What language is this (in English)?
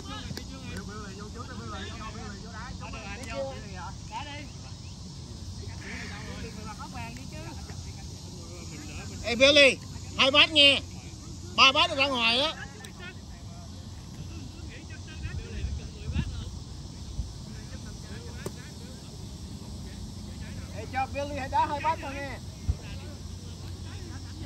Vietnamese